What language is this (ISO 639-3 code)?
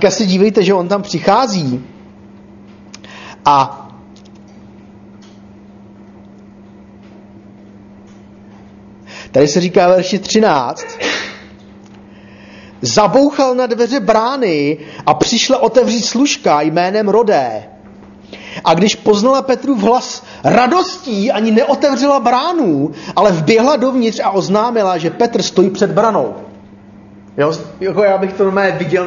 ces